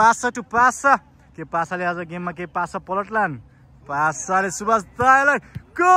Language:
Nepali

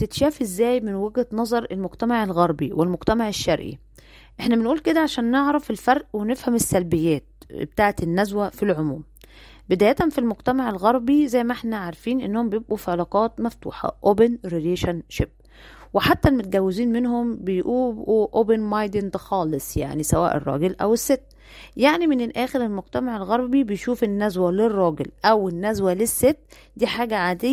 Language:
Egyptian Arabic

